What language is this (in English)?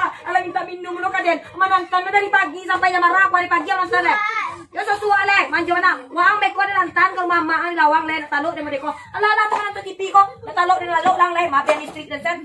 Minangkabau